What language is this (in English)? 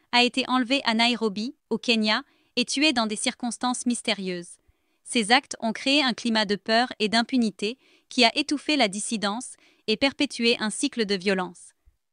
French